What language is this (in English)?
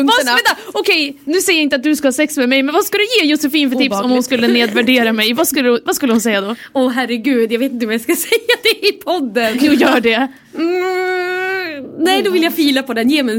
Swedish